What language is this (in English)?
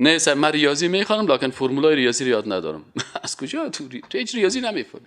Persian